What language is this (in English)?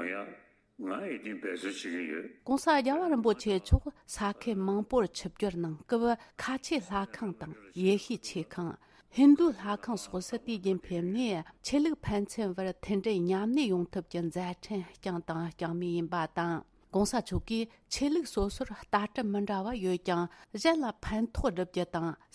Tibetan